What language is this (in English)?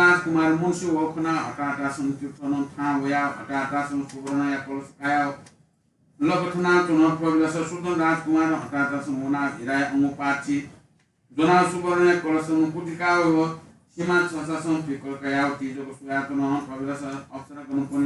Newari